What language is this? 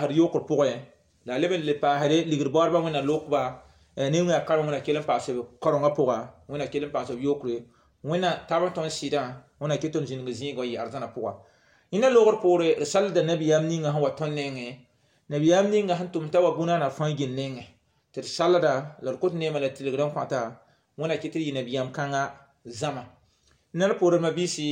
Mossi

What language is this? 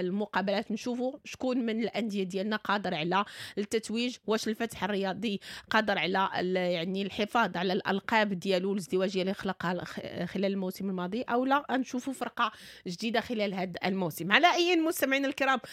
Moroccan Arabic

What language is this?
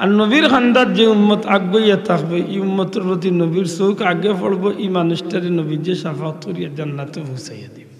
Sylheti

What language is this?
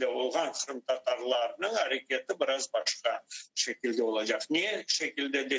Crimean Tatar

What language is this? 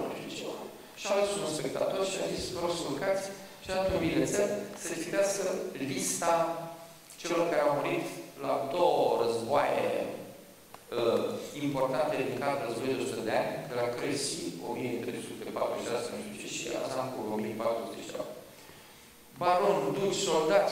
Romanian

